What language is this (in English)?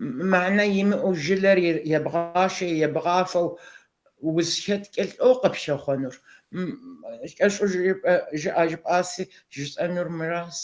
Kabardian